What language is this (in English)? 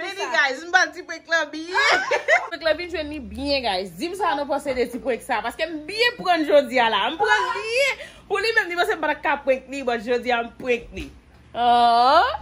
Haitian Creole